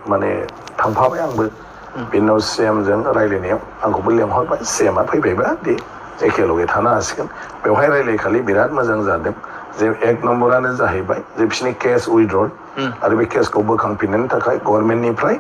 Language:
Bodo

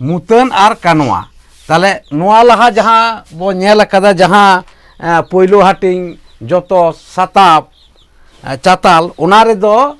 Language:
Santali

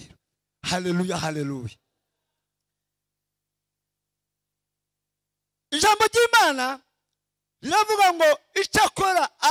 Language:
Kinyarwanda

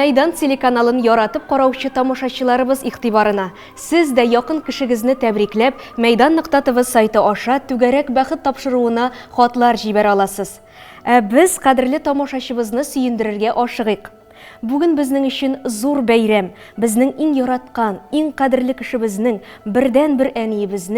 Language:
Tatar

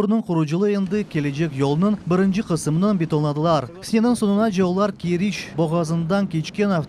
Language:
Crimean Tatar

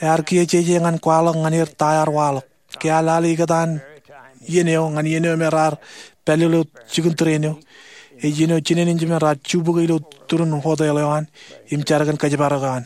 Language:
Marshallese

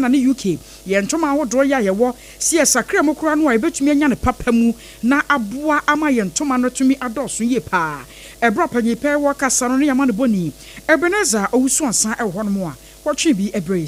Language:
Akan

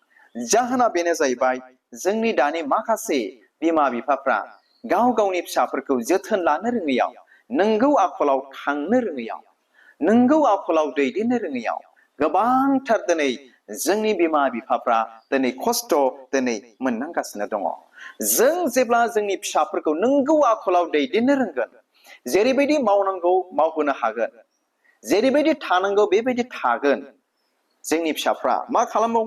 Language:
Bodo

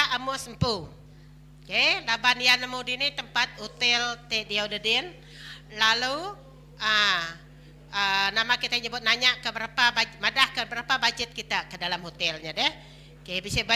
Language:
Iban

